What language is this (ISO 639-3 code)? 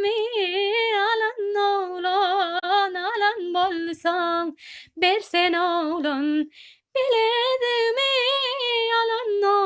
tuk